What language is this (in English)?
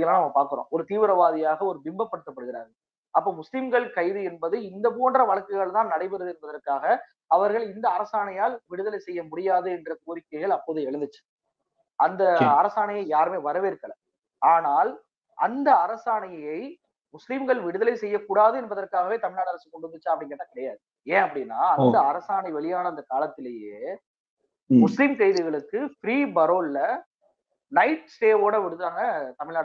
Tamil